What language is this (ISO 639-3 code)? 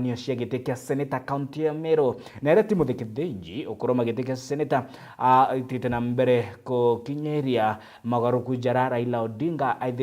mer